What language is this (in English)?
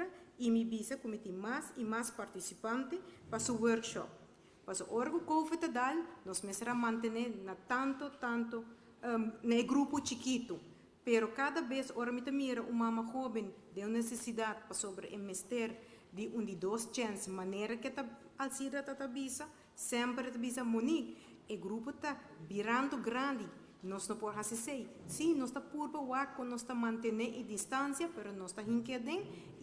Papiamento